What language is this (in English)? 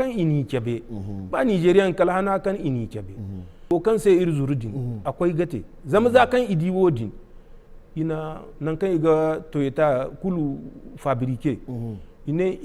Zarma